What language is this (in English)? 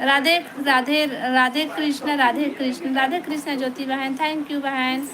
Chhattisgarhi